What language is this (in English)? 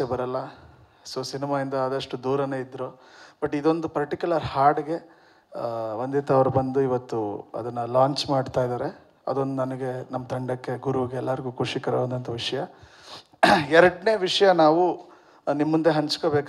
Kannada